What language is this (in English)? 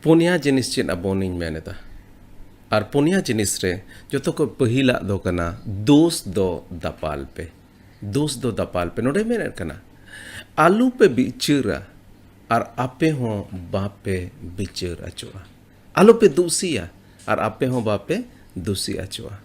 Santali